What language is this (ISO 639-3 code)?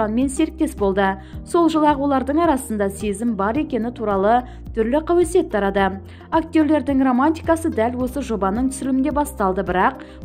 kaz